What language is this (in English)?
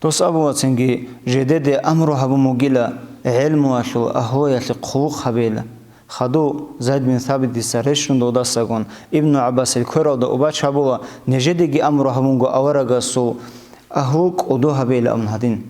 Avaric